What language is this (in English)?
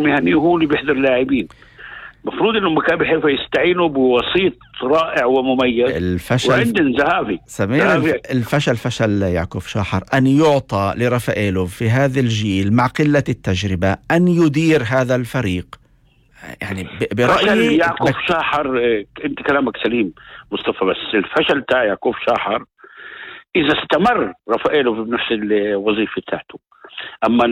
North Levantine Arabic